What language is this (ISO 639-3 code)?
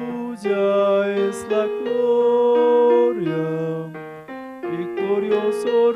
aym